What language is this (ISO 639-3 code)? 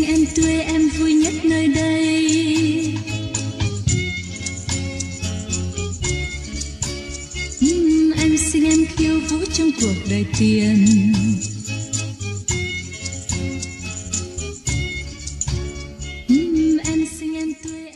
vie